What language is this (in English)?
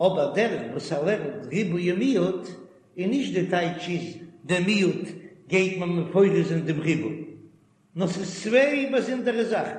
Yiddish